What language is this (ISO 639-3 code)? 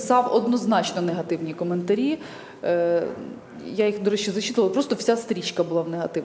ukr